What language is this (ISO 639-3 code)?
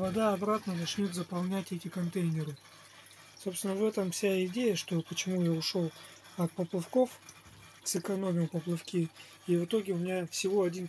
rus